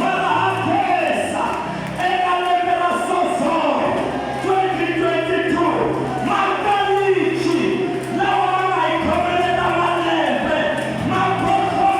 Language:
Tsonga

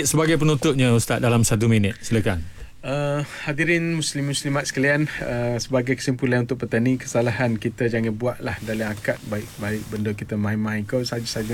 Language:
Malay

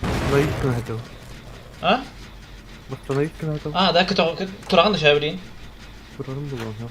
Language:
Yakut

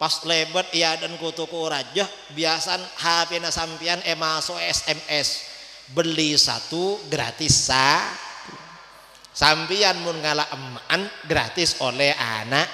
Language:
Madurese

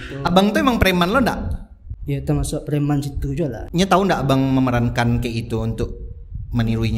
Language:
Minangkabau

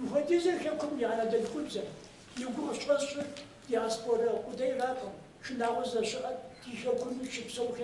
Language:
Kabardian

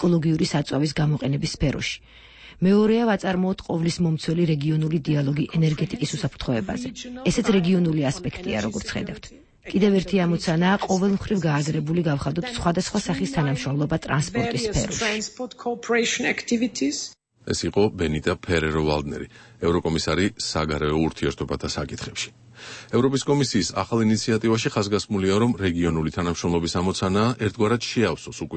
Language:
Georgian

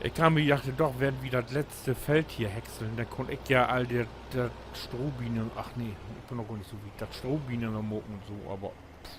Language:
Low German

